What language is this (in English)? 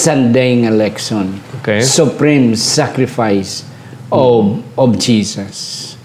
Hiligaynon